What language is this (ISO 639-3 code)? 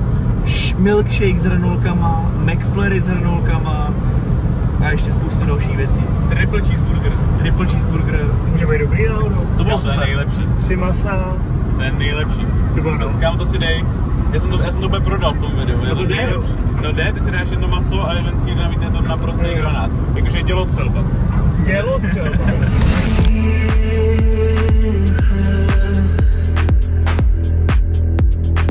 ces